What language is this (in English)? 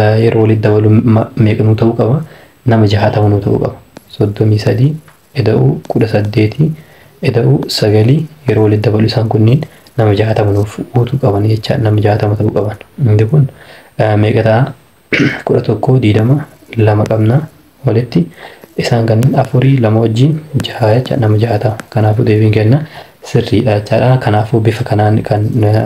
Oromo